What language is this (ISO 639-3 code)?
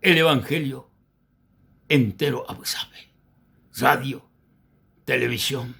grn